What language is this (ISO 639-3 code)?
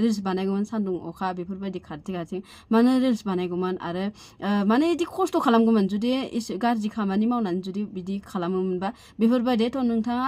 brx